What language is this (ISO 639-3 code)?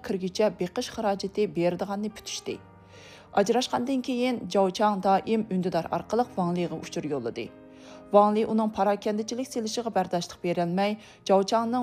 uig